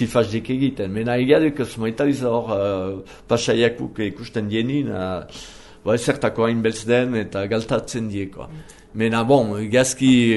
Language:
Basque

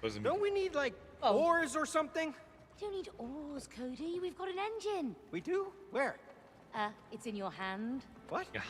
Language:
Bavarian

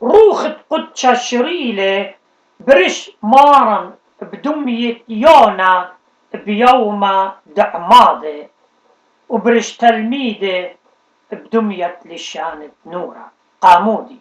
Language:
Assyrian Neo-Aramaic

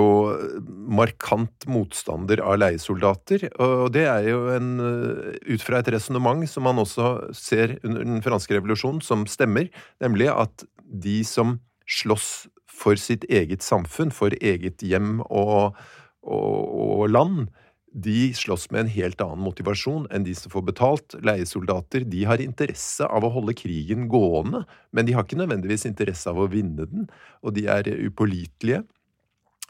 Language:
Norwegian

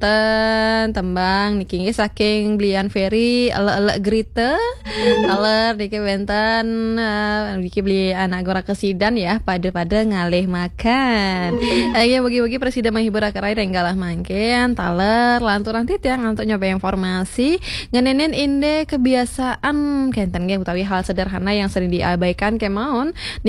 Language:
Balinese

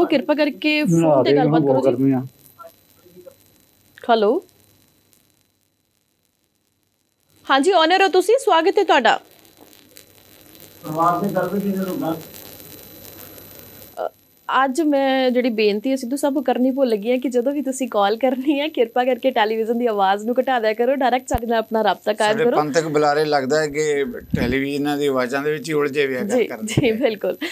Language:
Punjabi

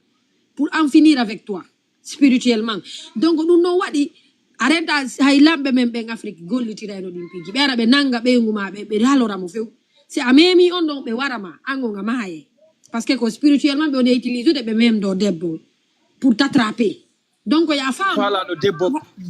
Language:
Fula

